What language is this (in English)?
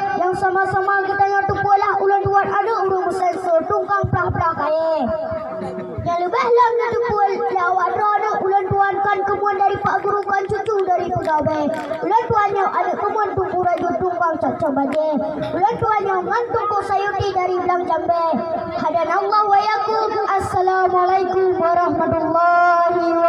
Achinese